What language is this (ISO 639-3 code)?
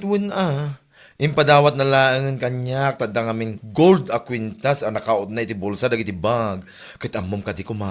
ilo